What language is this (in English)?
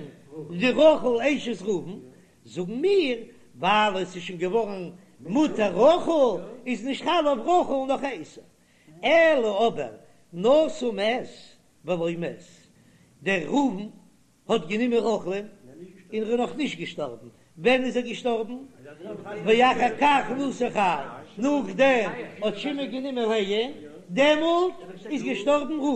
Yiddish